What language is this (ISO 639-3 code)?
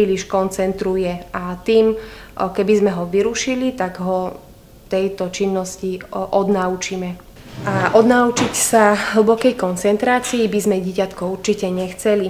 slk